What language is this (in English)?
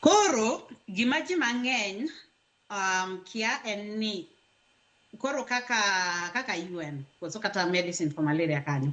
Luo (Kenya and Tanzania)